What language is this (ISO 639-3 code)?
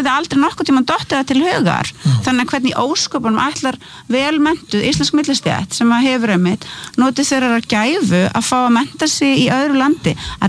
isl